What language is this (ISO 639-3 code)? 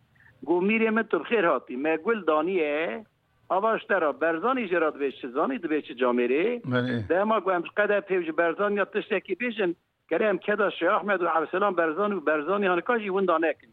kur